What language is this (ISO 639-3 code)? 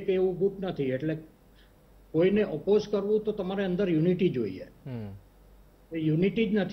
guj